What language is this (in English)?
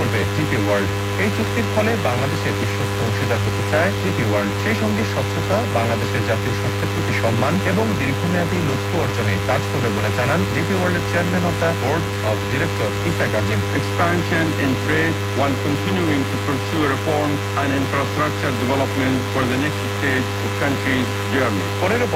Bangla